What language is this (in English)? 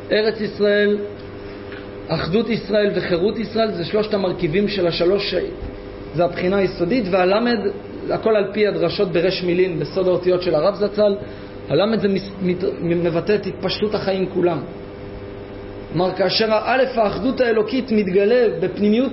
Hebrew